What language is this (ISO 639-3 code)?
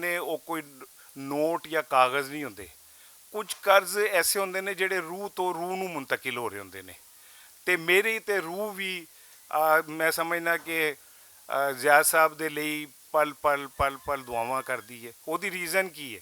lah